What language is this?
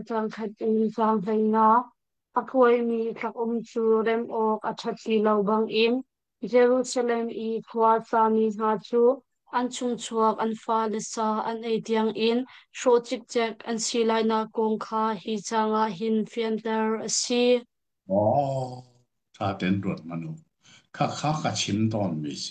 Hakha Chin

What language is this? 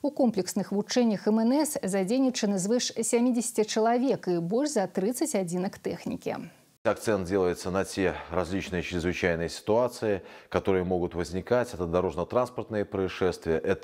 Belarusian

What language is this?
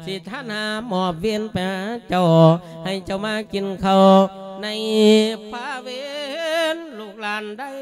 Lao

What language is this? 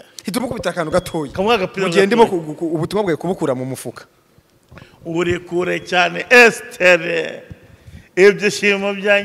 Kinyarwanda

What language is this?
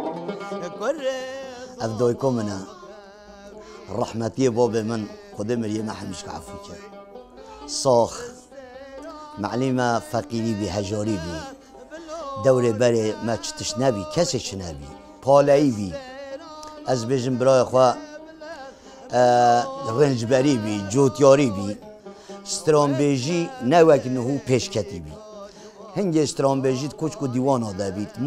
Kurdish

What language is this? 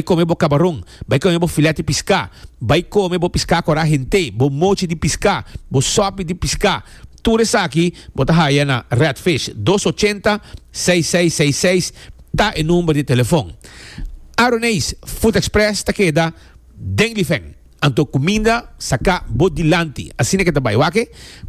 Papiamento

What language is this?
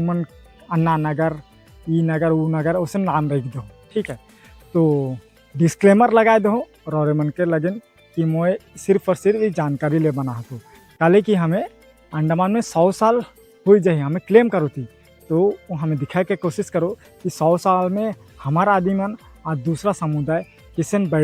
Sadri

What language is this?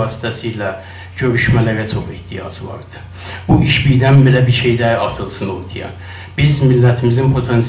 South Azerbaijani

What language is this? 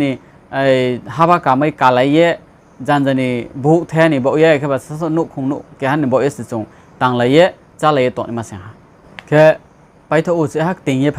Riang (India)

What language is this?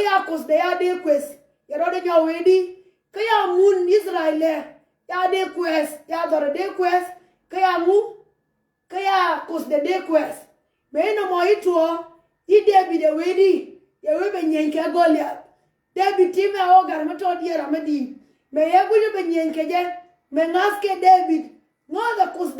Nuer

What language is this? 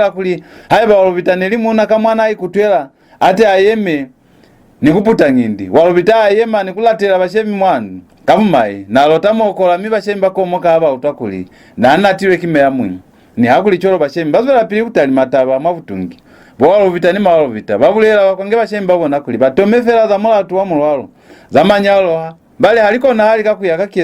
Lozi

